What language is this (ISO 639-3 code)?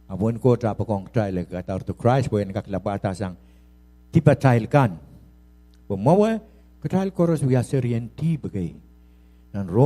pon